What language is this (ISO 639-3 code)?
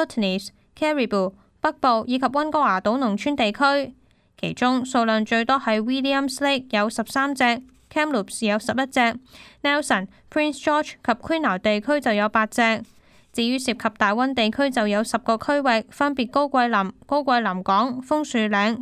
yue